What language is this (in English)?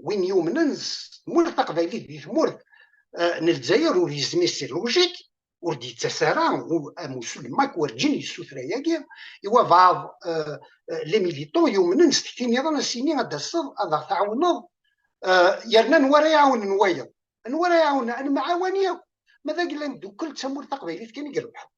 Kabyle